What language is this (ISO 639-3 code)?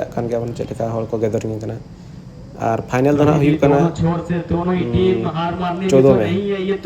sat